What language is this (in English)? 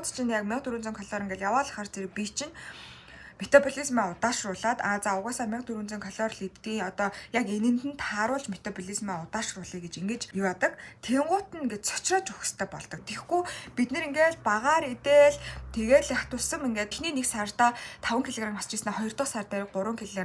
Mongolian